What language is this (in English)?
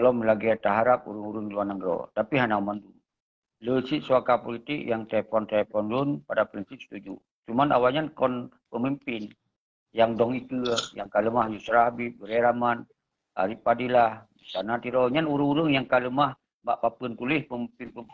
Achinese